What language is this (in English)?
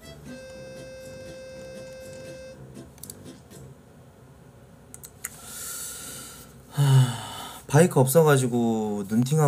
Korean